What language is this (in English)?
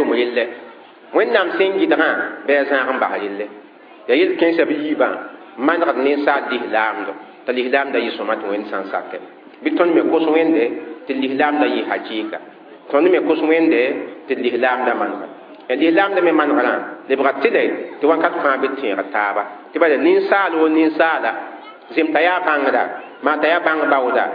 Mossi